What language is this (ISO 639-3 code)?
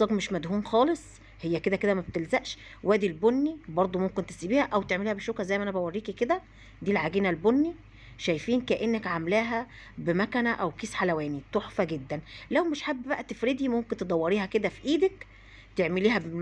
arz